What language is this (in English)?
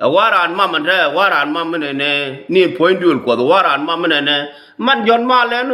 Nuer